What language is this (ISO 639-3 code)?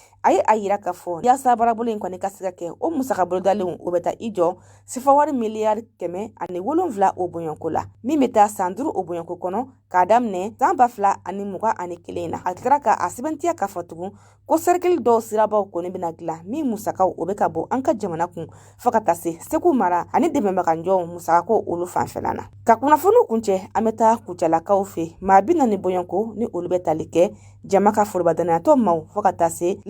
bam